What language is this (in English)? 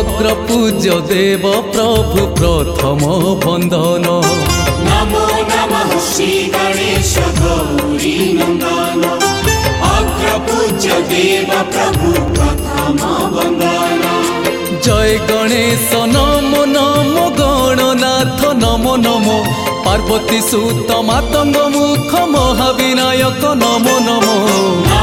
Hindi